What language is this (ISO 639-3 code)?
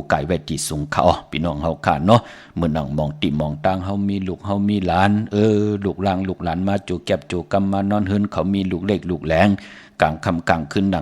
shn